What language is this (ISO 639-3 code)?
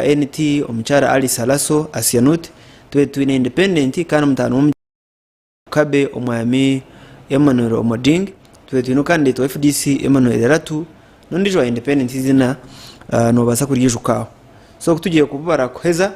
nyn